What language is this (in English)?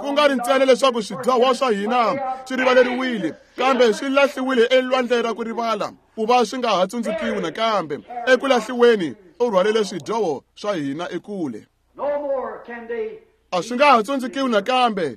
Tsonga